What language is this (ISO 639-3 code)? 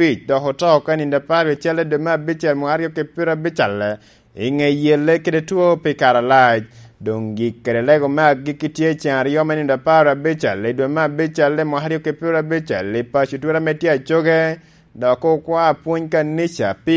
laj